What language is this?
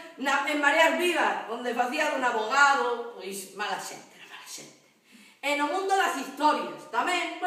Galician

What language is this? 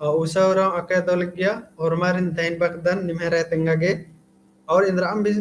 Kurukh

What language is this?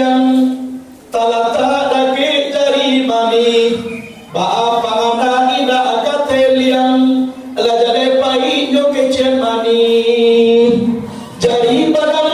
Minangkabau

